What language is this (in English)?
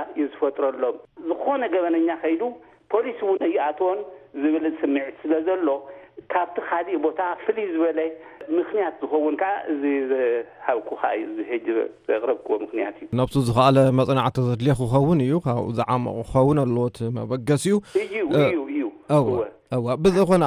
Tigrinya